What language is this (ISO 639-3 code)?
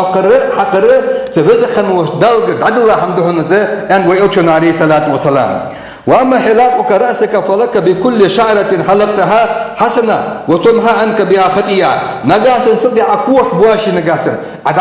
inh